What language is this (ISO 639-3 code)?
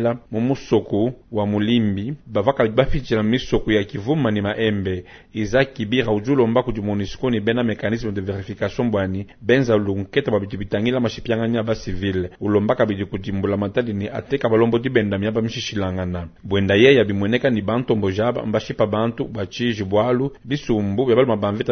lua